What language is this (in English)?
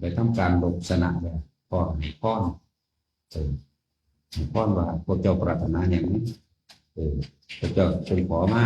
Northeastern Thai